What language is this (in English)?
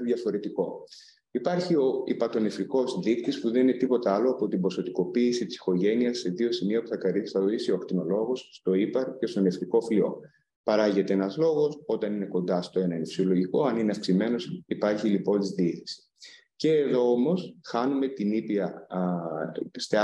Greek